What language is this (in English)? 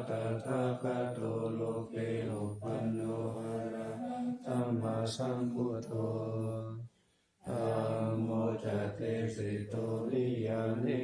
Pali